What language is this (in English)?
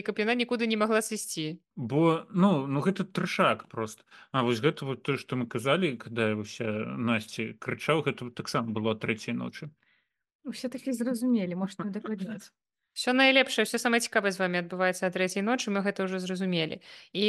Belarusian